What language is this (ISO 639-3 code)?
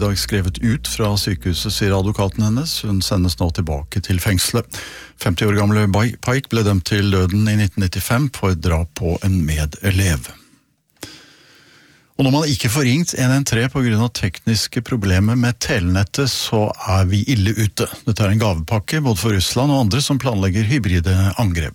nor